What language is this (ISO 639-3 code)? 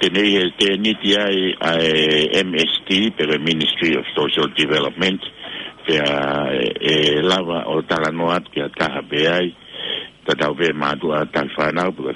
ton